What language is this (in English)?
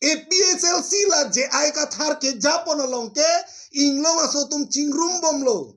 Karbi